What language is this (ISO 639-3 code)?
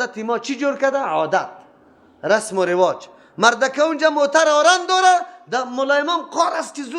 fas